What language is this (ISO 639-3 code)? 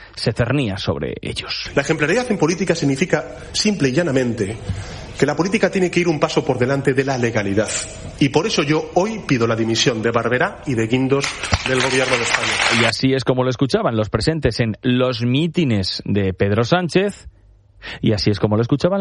spa